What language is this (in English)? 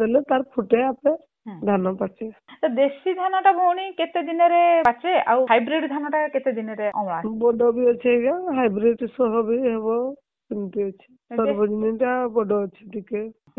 Odia